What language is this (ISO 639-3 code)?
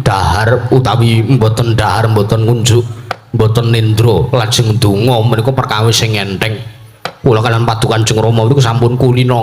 jav